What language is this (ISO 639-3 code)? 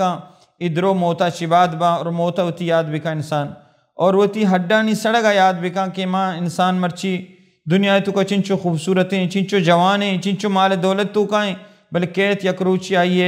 bal